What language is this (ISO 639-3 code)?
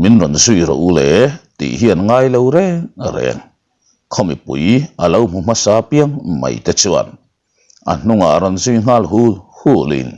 lus